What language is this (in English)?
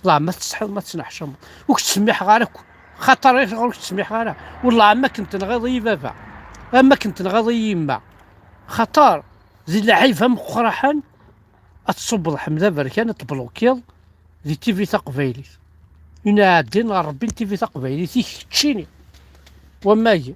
Kabyle